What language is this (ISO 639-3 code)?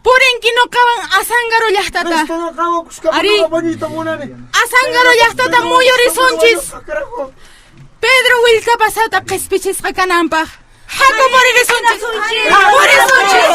que